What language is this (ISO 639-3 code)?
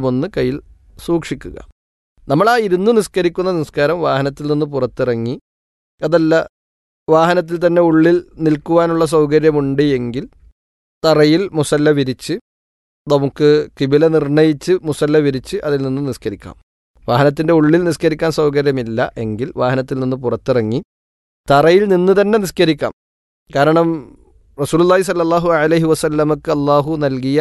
mal